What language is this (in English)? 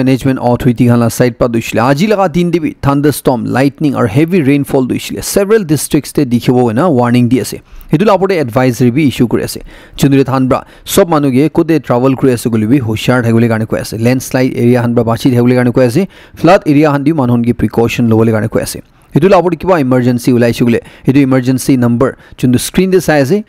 Naga Pidgin